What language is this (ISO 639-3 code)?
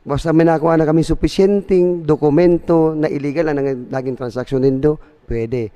bik